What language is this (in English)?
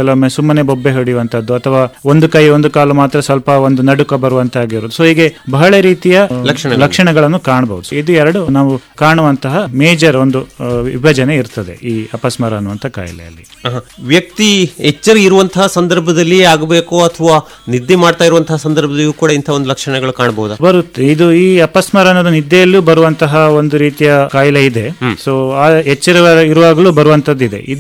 Kannada